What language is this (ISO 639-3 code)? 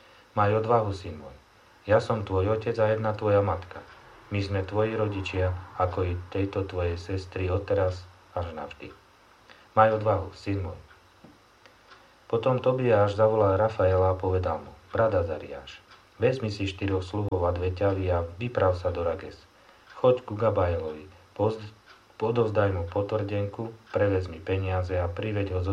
slk